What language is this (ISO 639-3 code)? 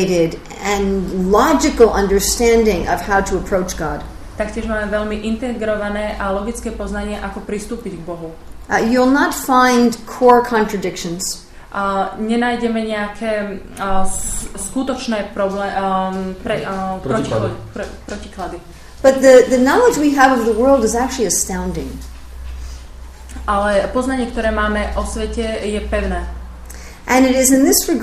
slk